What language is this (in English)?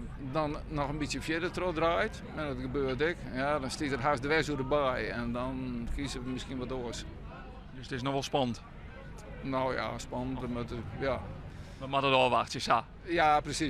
Western Frisian